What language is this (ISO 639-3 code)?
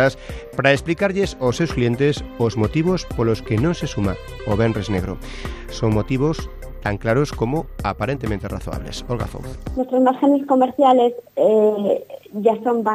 glg